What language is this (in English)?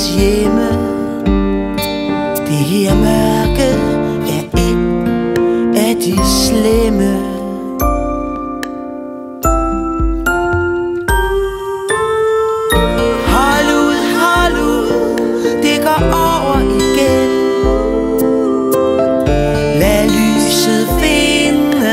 Danish